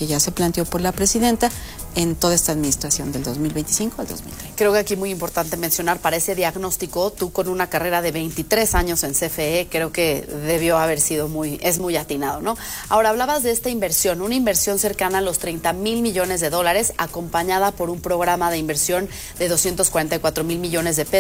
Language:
Spanish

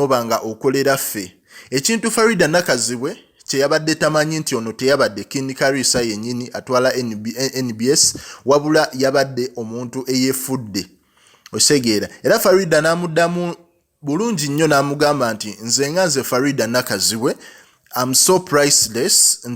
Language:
Ganda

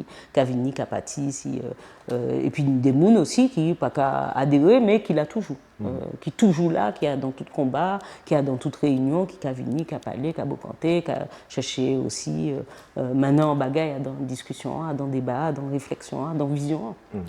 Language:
Guadeloupean Creole French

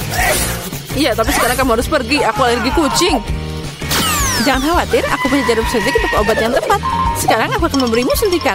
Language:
Indonesian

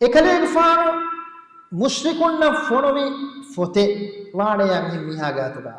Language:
Divehi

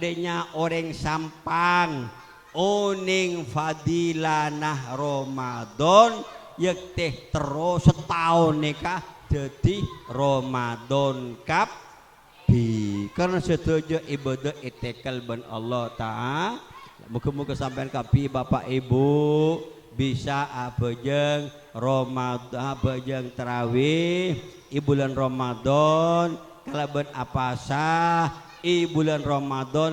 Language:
Madurese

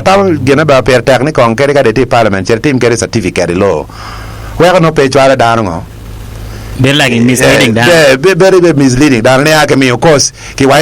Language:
Acoli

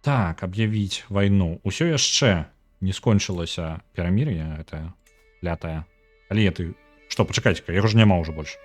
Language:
Belarusian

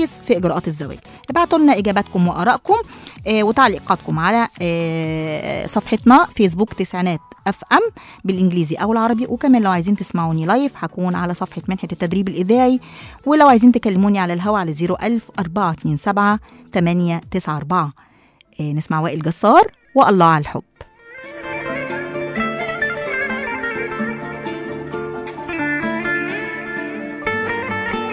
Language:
Egyptian Arabic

